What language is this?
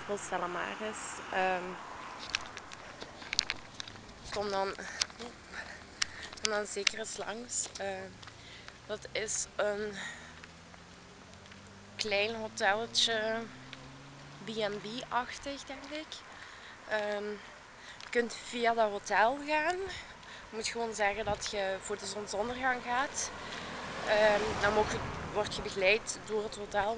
Dutch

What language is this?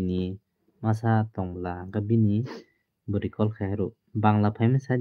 Kok Borok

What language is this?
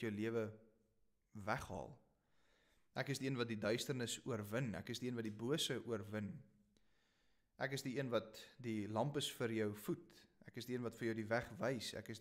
Afrikaans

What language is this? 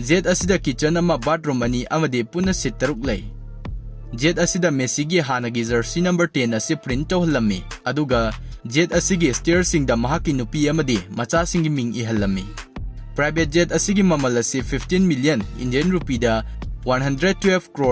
Manipuri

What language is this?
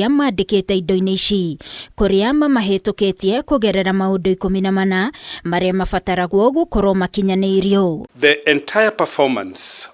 Kikuyu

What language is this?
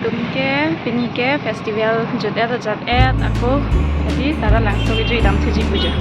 Karbi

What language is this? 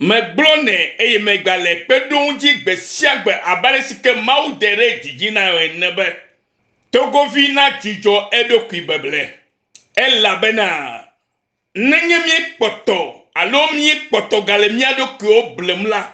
Ewe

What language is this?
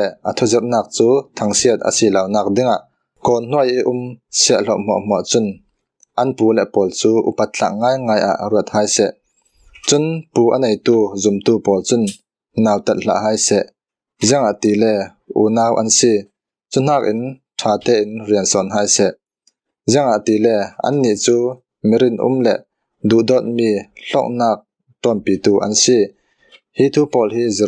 Falam Chin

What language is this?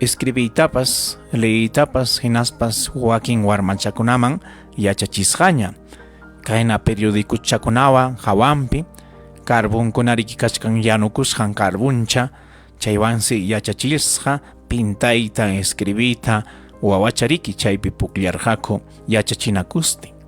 Ayacucho Quechua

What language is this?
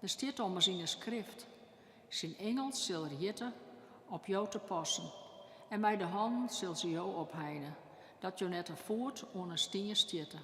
Western Frisian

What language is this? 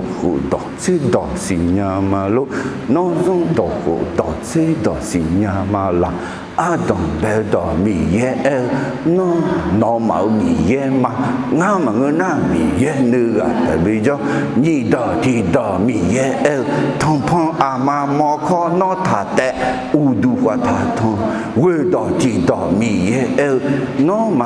Akha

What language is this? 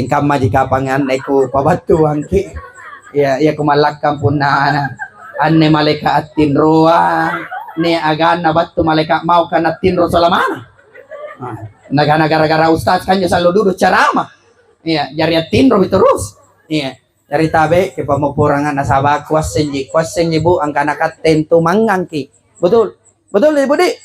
Makasar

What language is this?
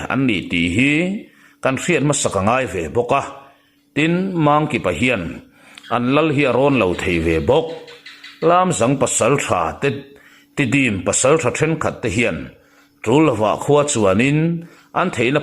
Mizo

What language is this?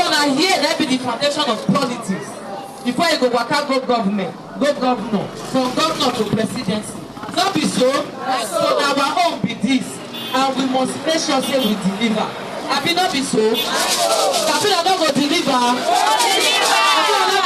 Nigerian Pidgin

